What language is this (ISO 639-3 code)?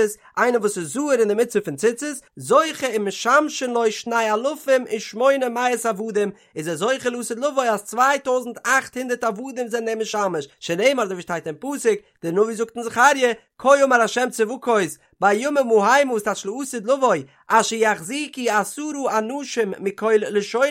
yid